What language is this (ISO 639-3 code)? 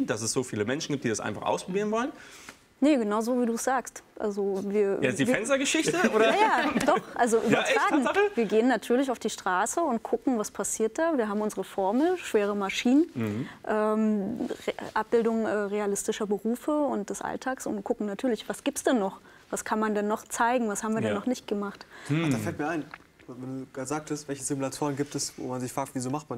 deu